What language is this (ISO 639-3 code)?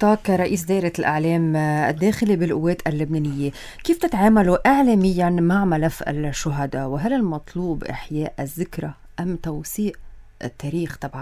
apc